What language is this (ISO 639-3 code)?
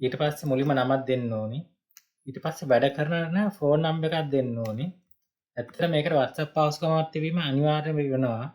sin